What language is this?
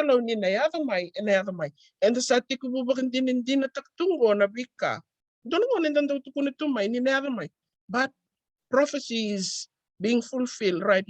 Fijian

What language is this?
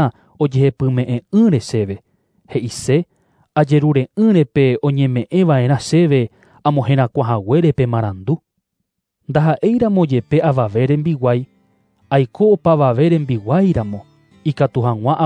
Guarani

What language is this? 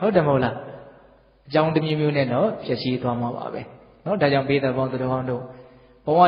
Burmese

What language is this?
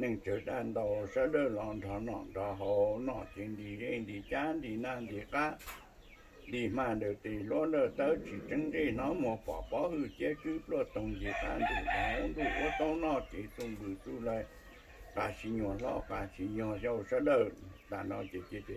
Hmong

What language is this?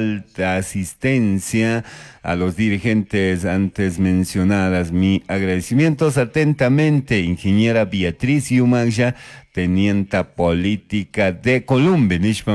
Chimborazo Highland Quichua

